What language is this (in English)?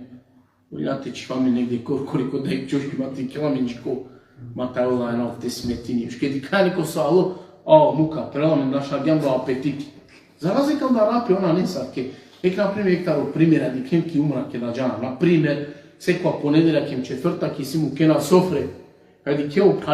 Balkan Romani